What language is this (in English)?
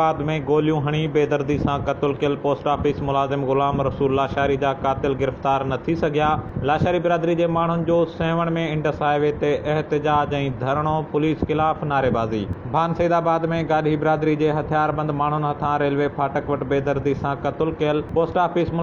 Sindhi